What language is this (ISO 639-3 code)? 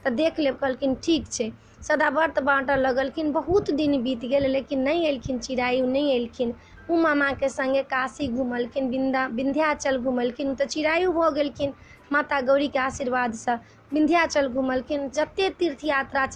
mai